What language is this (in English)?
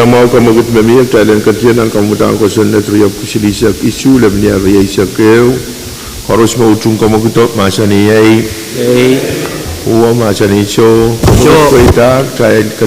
Pohnpeian